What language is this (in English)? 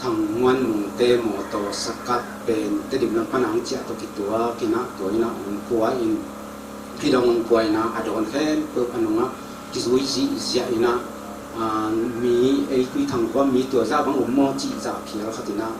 Tedim Chin